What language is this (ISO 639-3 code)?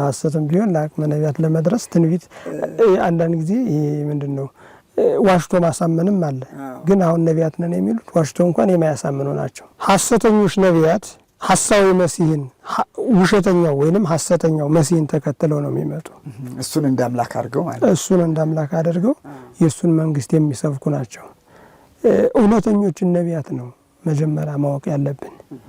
amh